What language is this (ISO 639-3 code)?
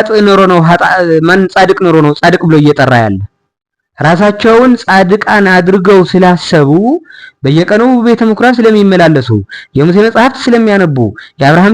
amh